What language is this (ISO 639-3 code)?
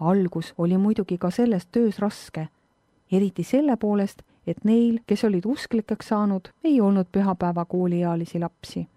est